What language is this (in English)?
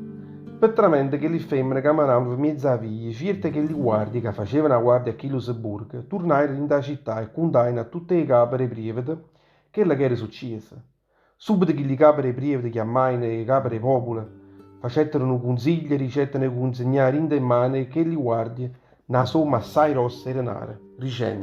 Neapolitan